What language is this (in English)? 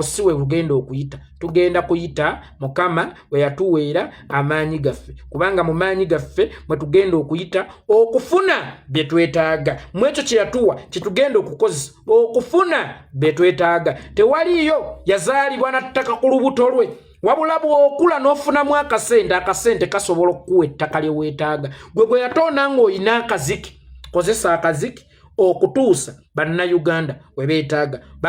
Ganda